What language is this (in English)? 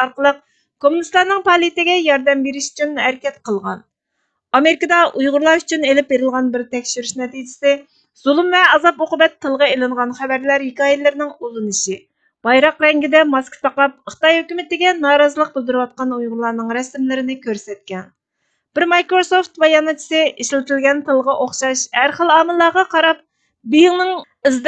Uyghur